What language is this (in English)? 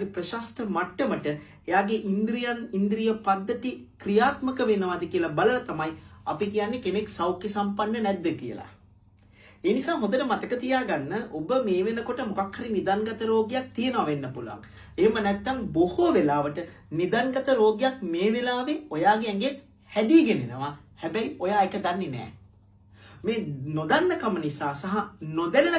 Sinhala